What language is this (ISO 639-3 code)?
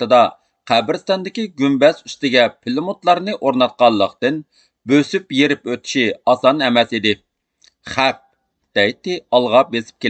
uig